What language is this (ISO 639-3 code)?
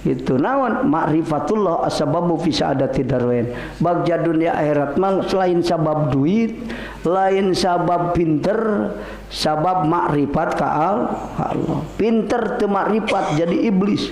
sun